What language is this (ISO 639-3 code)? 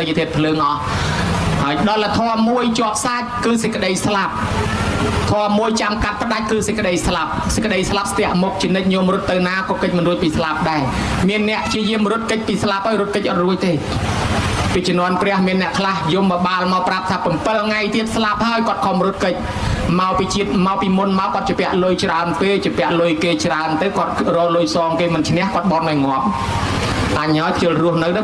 khm